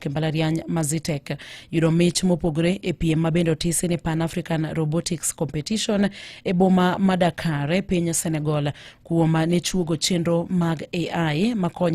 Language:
Luo (Kenya and Tanzania)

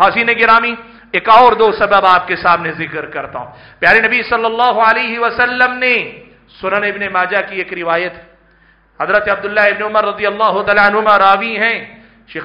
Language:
Urdu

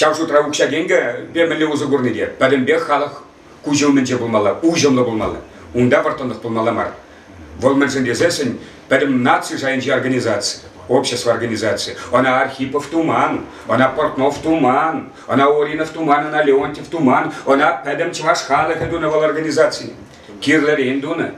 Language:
Chuvash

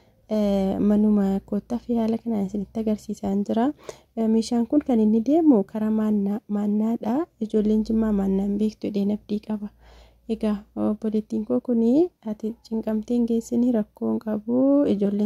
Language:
Oromo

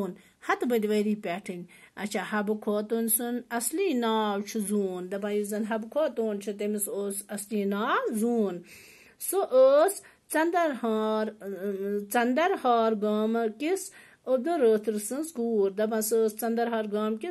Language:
Kashmiri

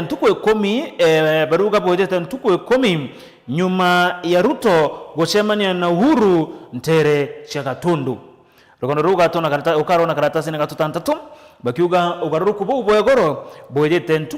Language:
Meru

